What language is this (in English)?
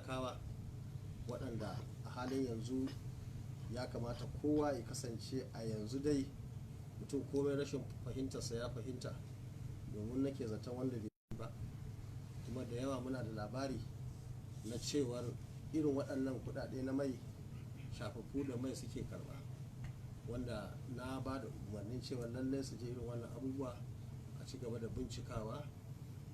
Hausa